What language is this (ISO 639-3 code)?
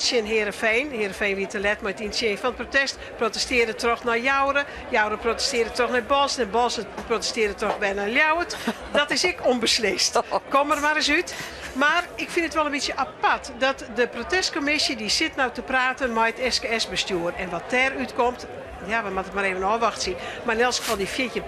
fry